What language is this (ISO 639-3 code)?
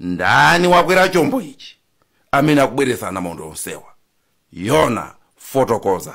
nya